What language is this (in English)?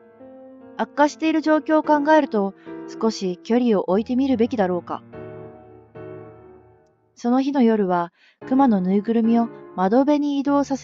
Japanese